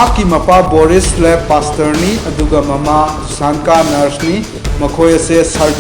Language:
Manipuri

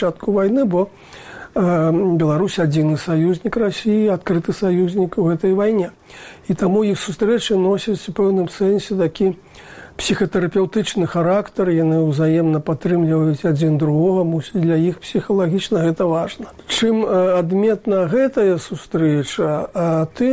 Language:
Belarusian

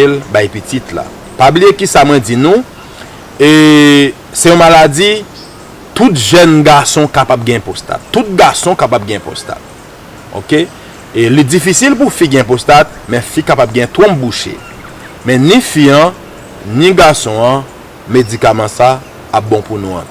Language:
Haitian Creole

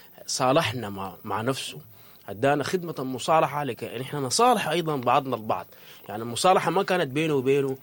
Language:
Sudanese Arabic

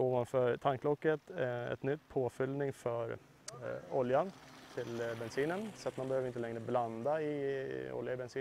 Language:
Swedish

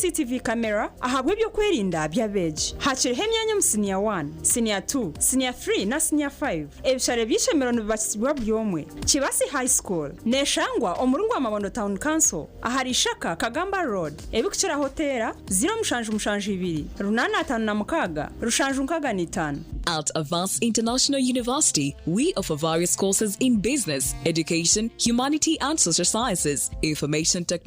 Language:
Nyankole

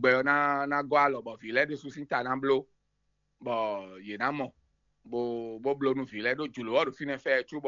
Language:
Fon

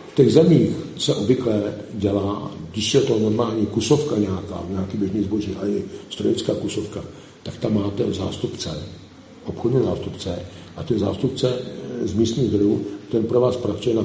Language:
Czech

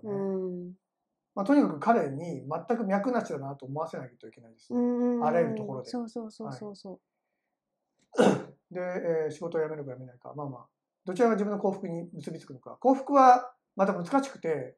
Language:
Japanese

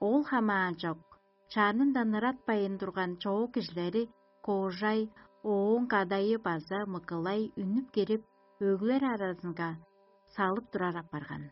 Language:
Tuvinian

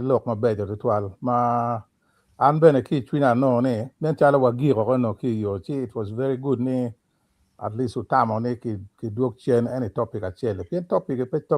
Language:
Acoli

